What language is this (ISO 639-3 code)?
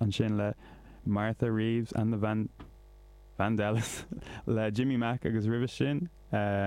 gle